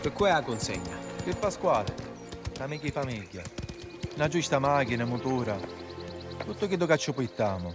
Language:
Sicilian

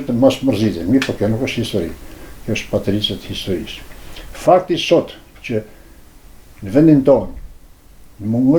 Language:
Albanian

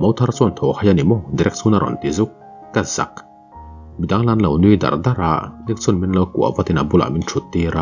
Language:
Mizo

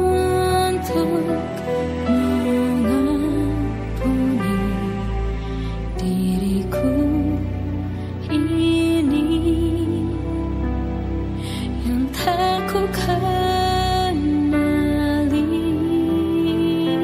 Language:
Indonesian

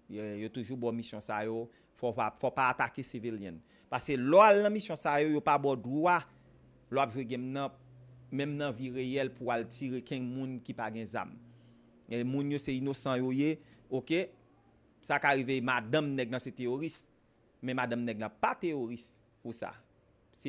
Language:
Haitian Creole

